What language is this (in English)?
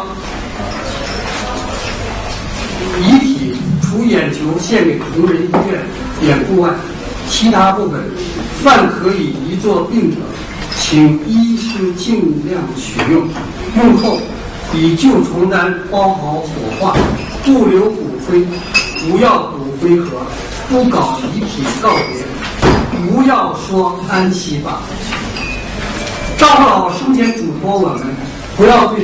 Chinese